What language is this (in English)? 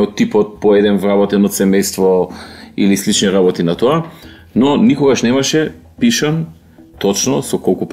Macedonian